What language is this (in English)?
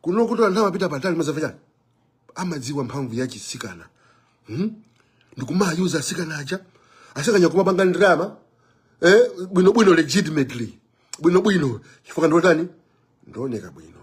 Nyanja